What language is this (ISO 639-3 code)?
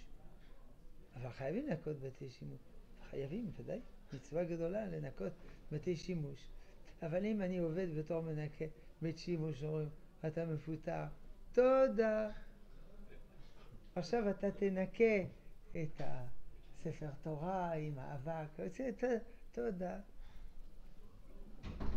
heb